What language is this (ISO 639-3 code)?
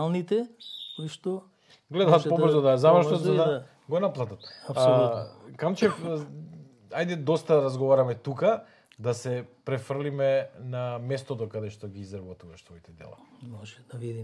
mkd